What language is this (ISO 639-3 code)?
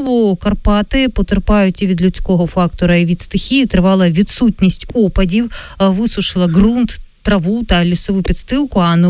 ukr